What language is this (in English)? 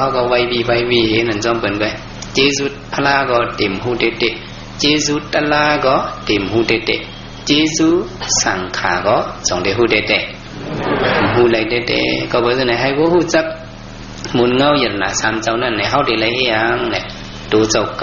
Shan